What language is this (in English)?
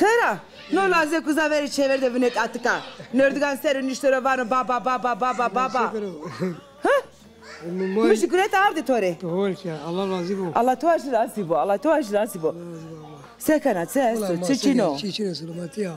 Zaza